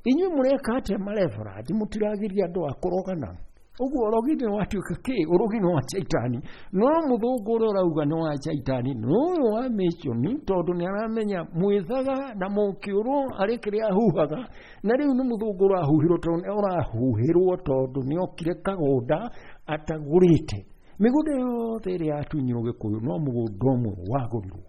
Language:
Kikuyu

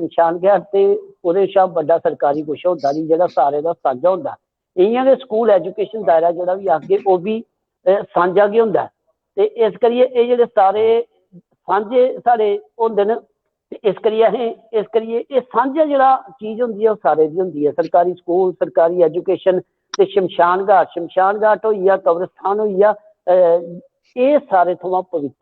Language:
Dogri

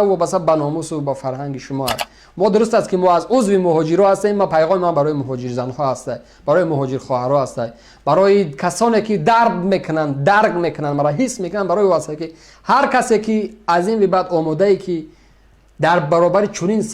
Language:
Tajik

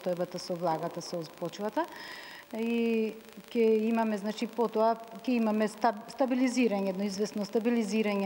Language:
Macedonian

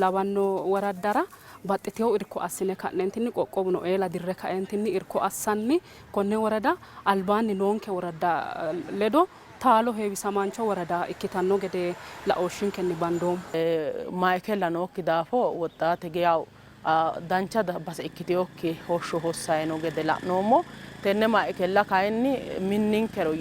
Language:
Sidamo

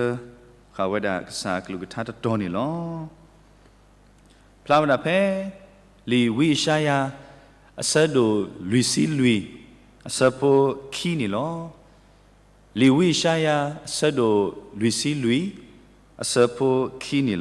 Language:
S'gaw Karen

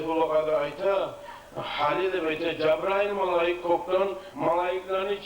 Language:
Kumyk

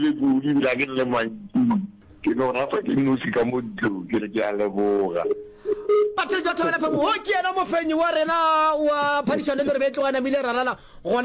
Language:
Northern Sotho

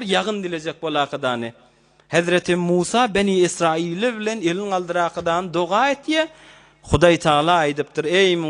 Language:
Turkmen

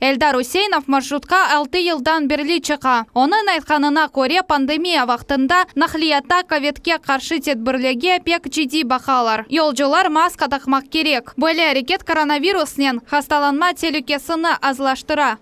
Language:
Crimean Tatar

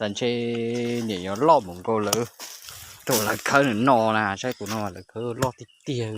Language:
Hmong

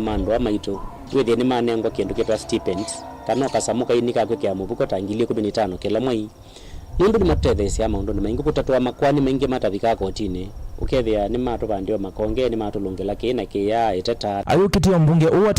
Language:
Kamba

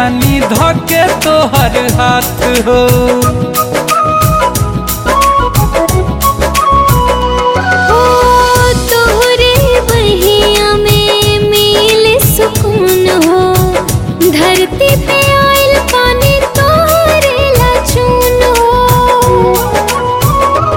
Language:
Bhojpuri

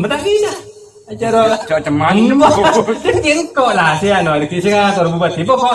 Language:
Madurese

